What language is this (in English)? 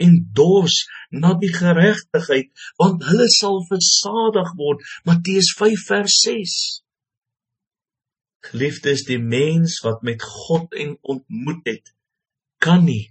Afrikaans